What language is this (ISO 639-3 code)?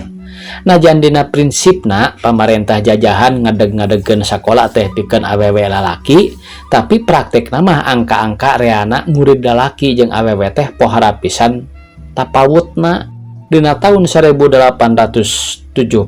sun